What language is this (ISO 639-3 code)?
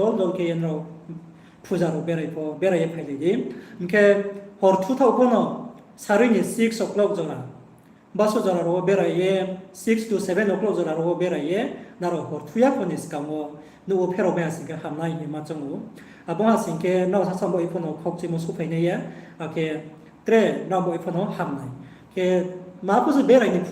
ria